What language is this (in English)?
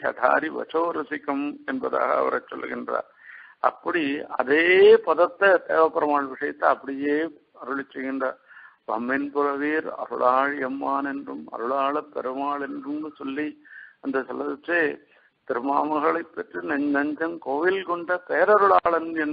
Tamil